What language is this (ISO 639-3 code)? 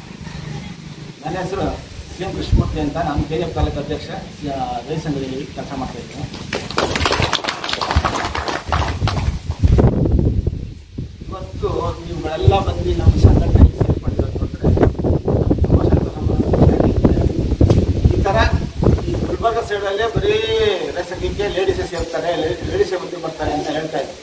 kan